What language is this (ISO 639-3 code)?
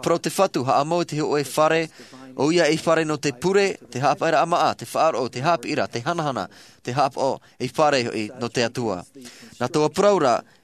tah